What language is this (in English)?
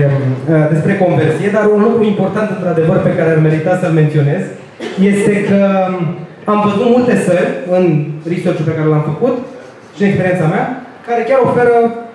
Romanian